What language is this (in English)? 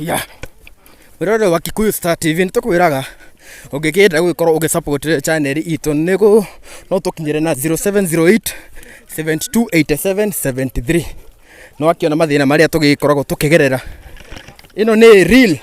Kikuyu